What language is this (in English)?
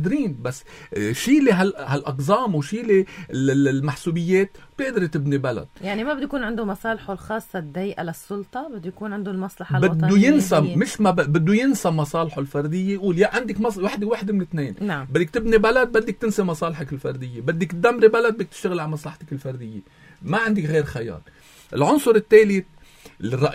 North Levantine Arabic